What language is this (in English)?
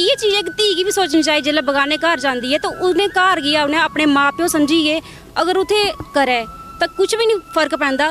Dogri